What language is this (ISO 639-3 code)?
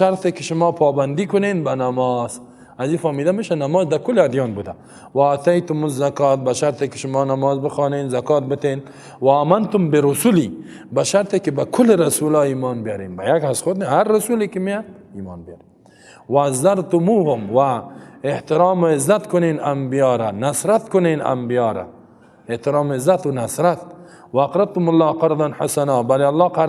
fas